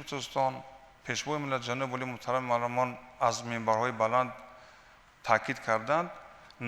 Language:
Tajik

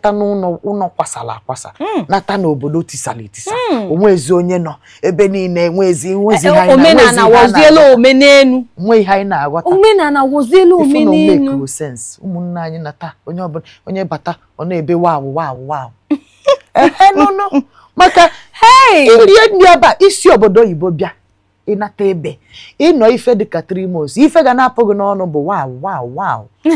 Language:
Igbo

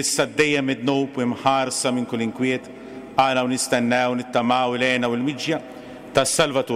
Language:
Maltese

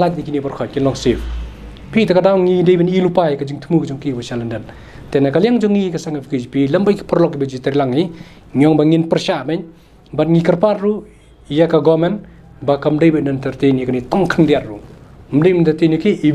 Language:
Khasi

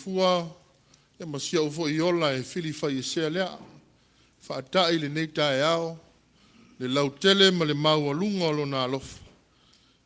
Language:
Samoan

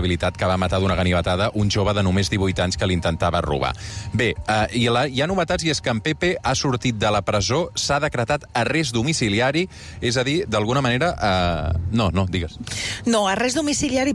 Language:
Catalan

